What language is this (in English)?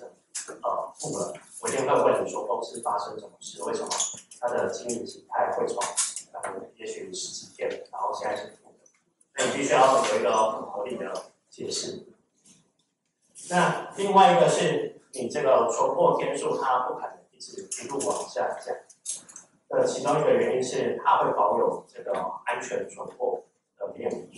Chinese